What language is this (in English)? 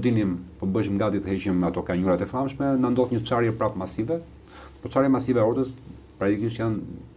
Albanian